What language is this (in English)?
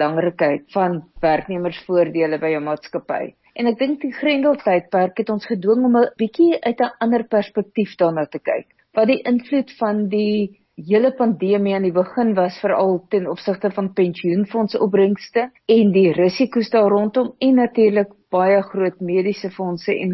Afrikaans